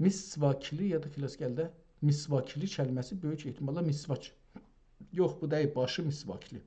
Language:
South Azerbaijani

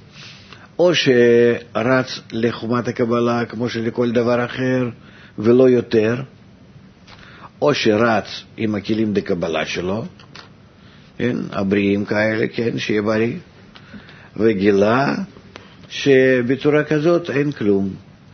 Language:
Hebrew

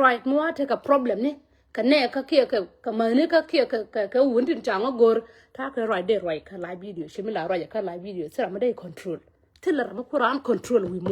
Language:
Nuer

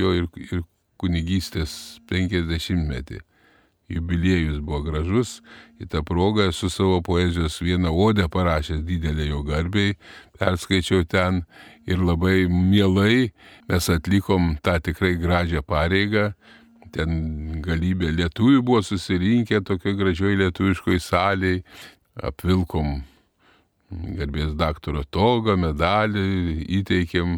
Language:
Lithuanian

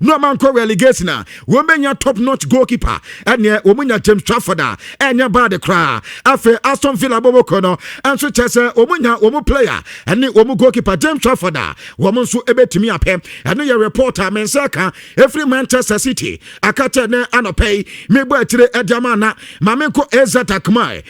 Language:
Akan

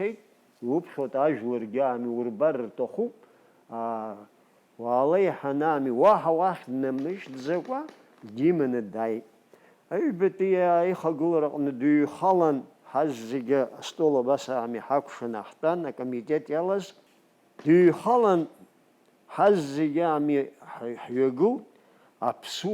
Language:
Abkhazian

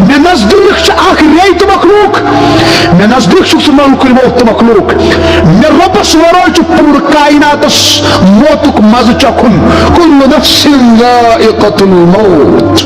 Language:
Kashmiri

